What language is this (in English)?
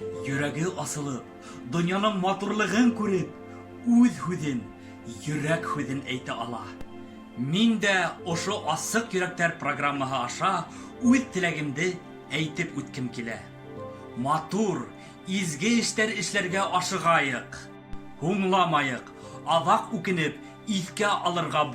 Bashkir